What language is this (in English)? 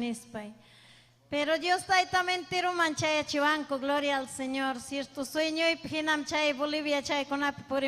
Ayacucho Quechua